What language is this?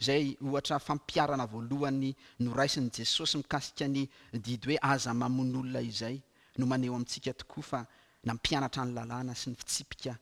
Malagasy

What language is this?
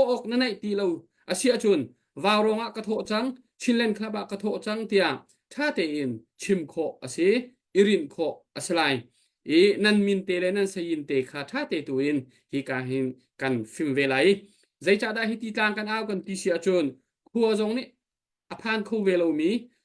Hakha Chin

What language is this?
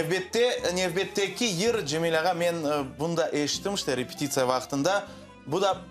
Crimean Tatar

